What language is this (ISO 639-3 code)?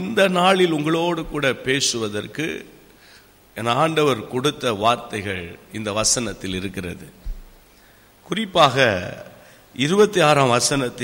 tam